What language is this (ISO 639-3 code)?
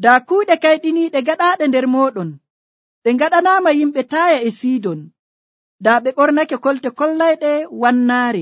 fuv